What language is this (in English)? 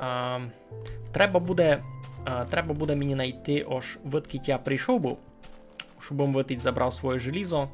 Rusyn